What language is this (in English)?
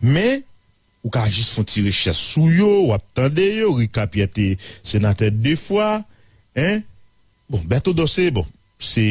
Haitian Creole